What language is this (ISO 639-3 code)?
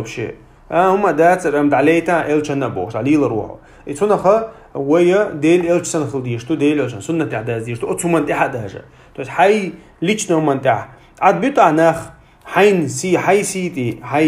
che